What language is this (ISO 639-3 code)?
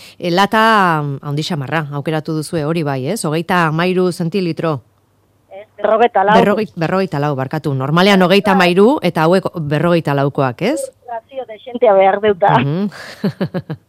eus